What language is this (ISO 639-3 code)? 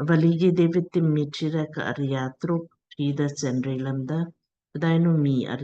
lmk